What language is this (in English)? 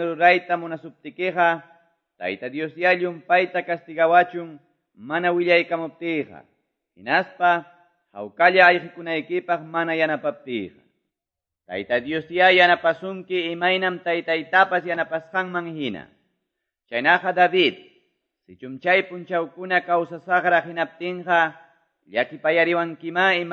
Quechua